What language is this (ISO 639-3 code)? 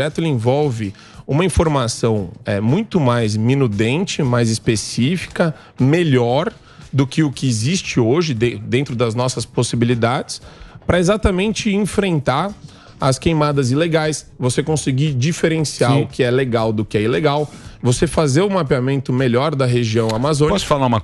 por